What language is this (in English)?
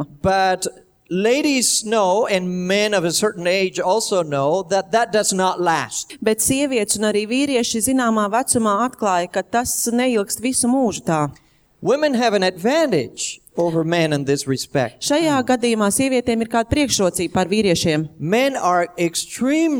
Latvian